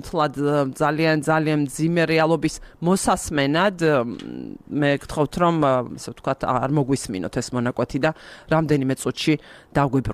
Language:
Georgian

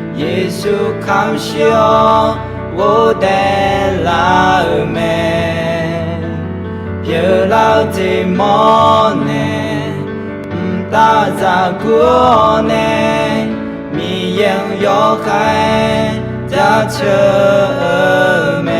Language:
Akha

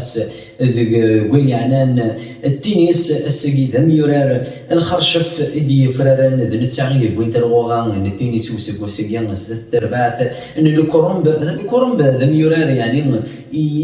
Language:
Kabyle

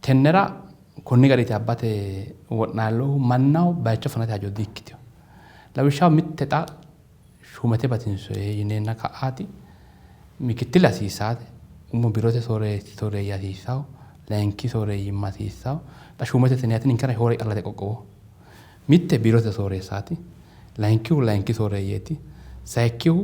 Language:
Sidamo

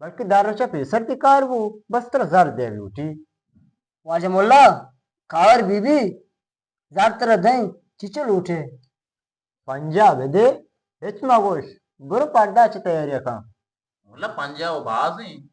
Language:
Eastern Balochi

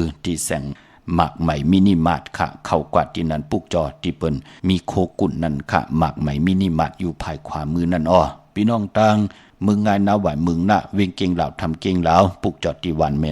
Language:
Shan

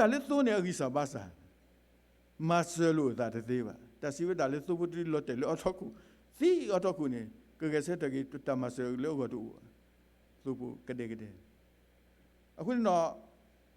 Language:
S'gaw Karen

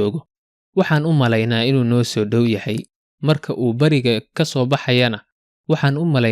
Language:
Somali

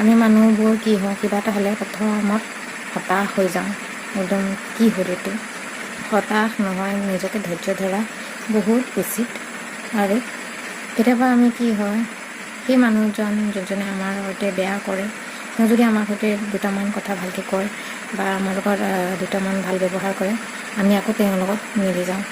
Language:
Assamese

